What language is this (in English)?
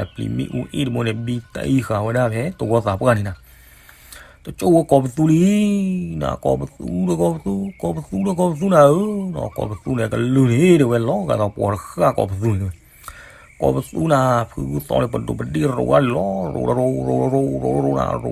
S'gaw Karen